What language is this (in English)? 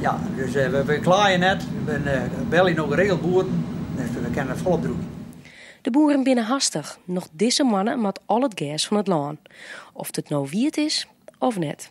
Western Frisian